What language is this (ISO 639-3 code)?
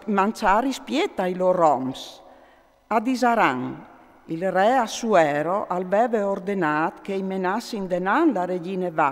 fur